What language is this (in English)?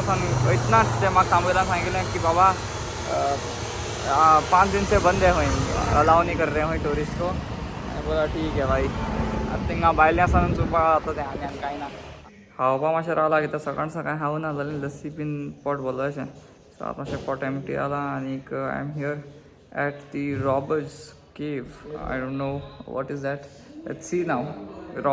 Konkani